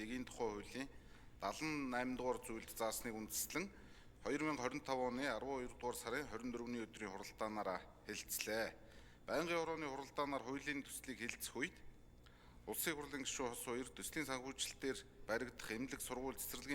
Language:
Mongolian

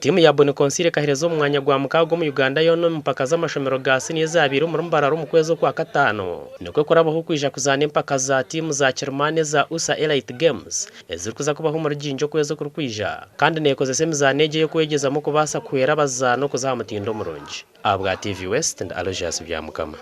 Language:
Nyankole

